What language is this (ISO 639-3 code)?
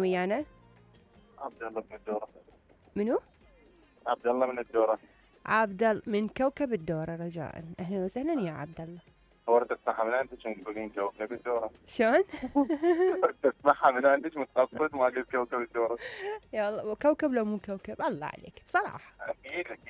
acm